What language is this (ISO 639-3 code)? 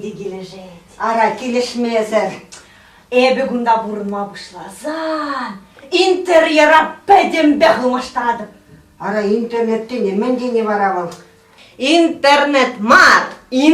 chv